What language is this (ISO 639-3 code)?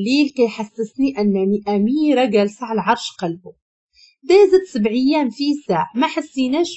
ary